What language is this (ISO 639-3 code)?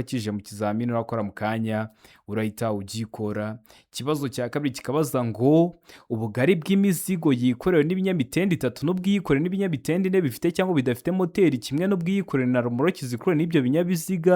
kin